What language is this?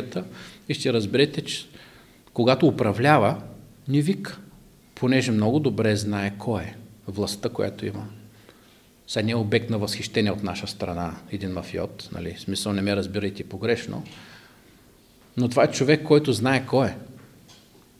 Bulgarian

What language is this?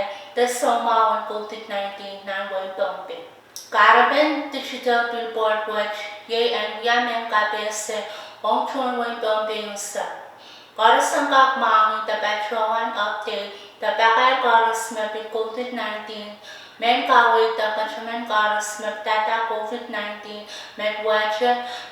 Pohnpeian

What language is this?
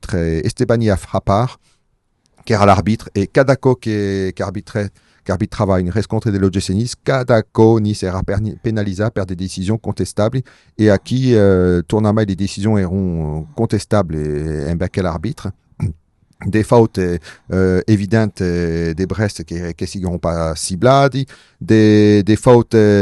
Occitan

